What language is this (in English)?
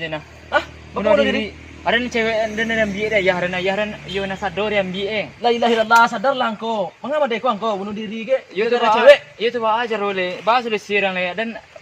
Minangkabau